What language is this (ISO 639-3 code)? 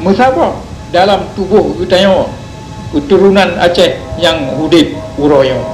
ace